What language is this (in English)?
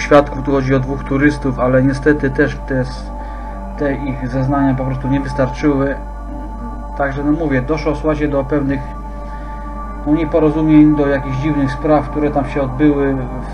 Polish